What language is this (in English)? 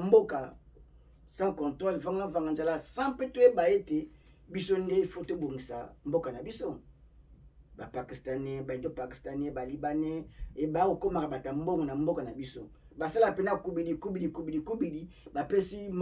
Lingala